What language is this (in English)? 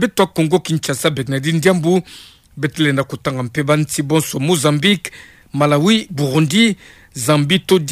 Kituba (Democratic Republic of Congo)